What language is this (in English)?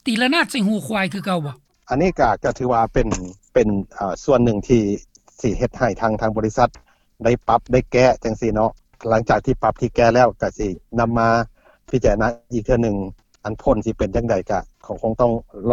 Lao